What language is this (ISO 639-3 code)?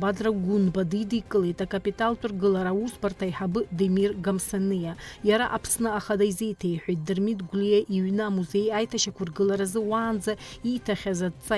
abk